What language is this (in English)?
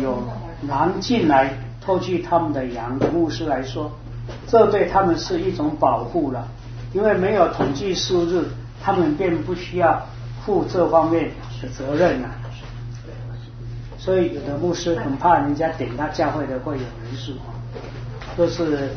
Chinese